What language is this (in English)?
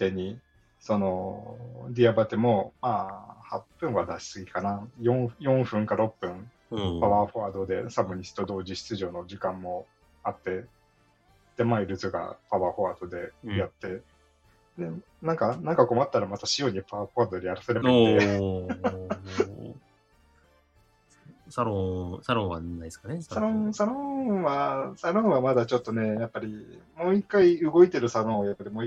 Japanese